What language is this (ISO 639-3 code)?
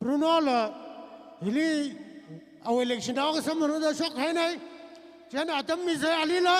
nmf